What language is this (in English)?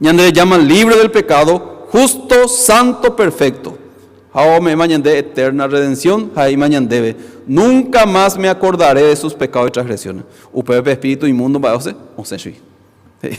Guarani